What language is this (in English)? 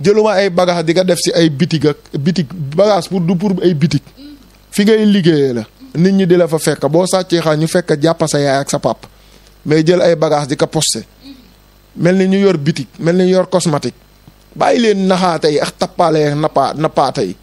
Wolof